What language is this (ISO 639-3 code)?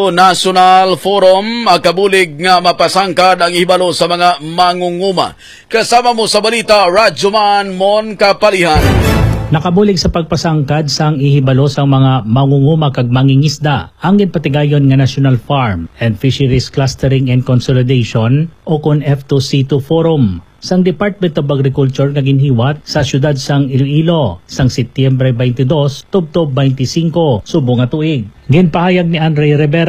hil